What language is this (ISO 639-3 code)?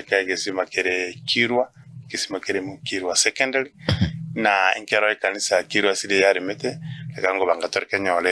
guz